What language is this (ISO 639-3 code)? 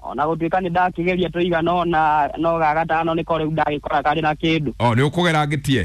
kik